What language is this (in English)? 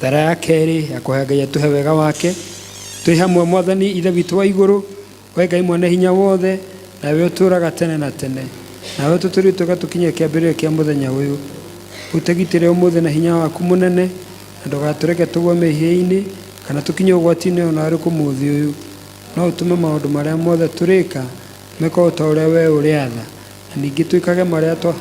Kikuyu